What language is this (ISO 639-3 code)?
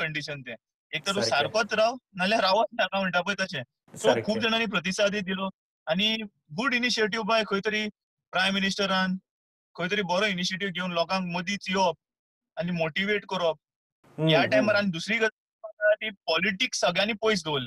kok